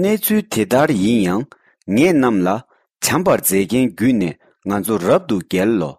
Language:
Tibetan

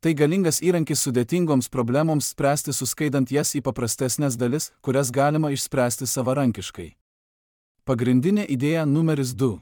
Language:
Lithuanian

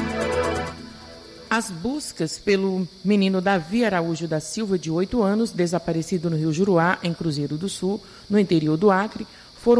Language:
Portuguese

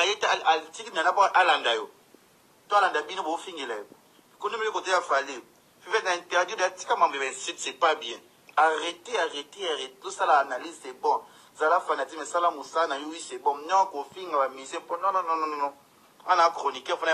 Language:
Lingala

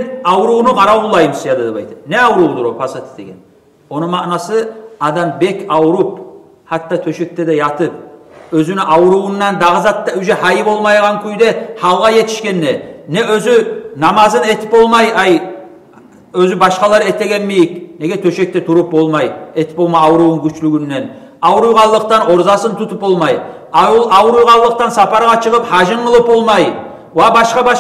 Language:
Kumyk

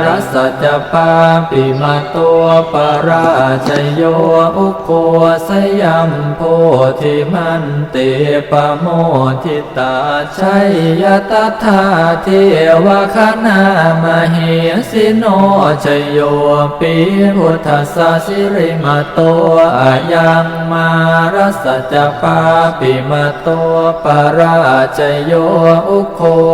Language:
Pali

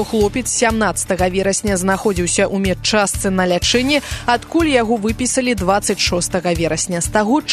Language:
Belarusian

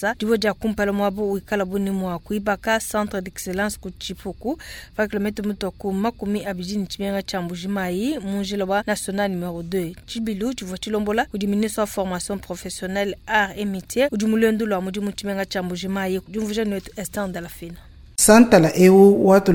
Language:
Luba-Lulua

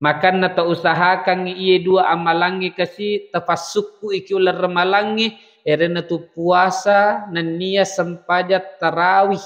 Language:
Buginese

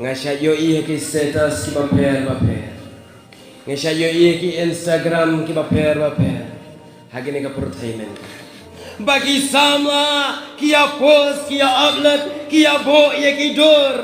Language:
Khasi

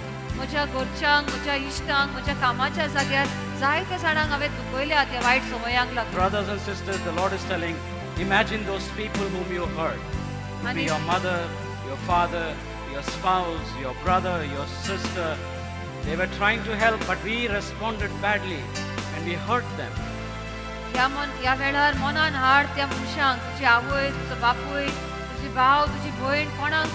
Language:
Konkani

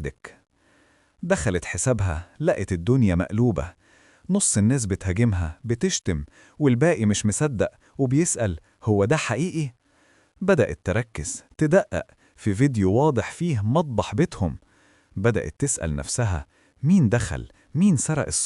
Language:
Egyptian Arabic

